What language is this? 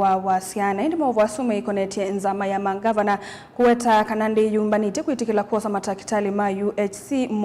Kamba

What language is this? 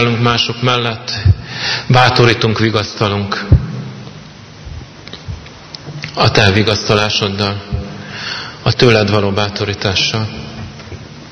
Hungarian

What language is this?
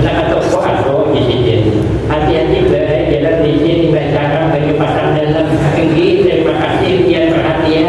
Banjar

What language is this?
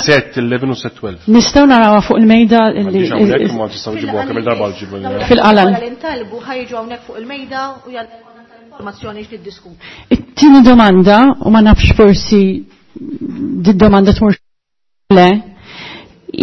Maltese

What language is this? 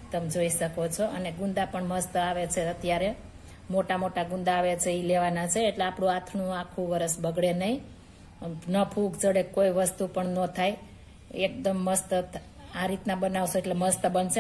Gujarati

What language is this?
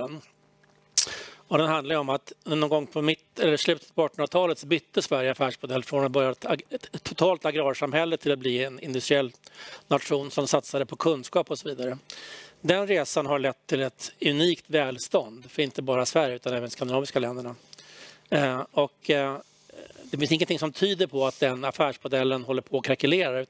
Swedish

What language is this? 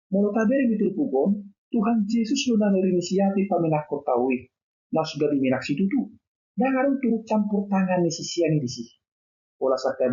Batak Toba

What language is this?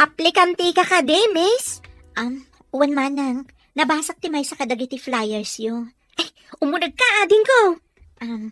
Iloko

